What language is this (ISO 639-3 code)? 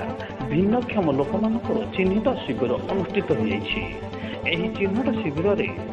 ori